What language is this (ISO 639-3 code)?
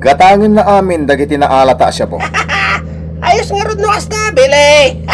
ilo